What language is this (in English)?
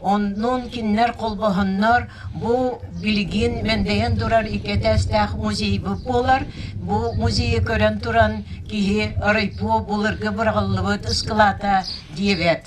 Yakut